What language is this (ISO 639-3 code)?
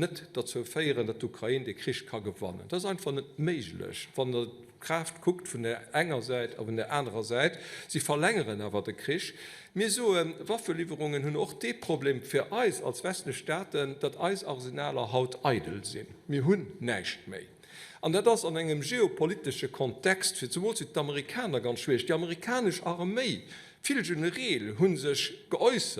ltz